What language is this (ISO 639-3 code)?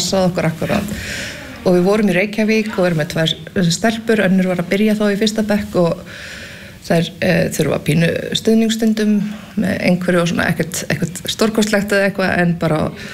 isl